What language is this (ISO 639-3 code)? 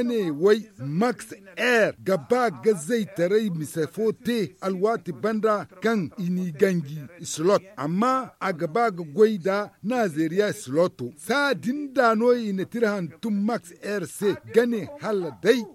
dje